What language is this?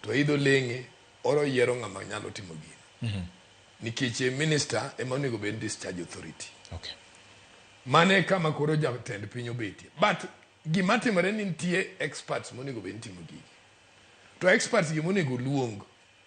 Luo (Kenya and Tanzania)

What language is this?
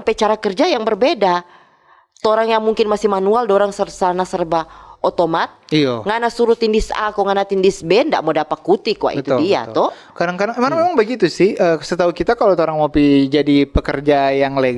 Manado Malay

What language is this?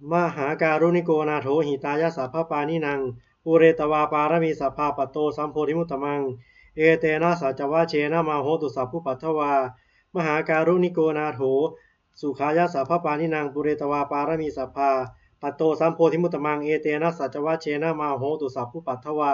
Pali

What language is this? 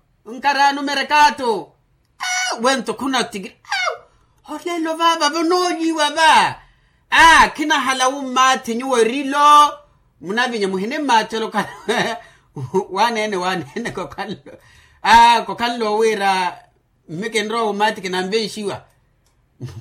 Makhuwa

